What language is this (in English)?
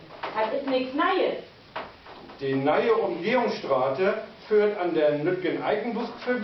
Low German